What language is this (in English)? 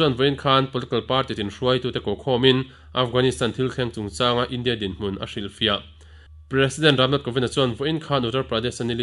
Mizo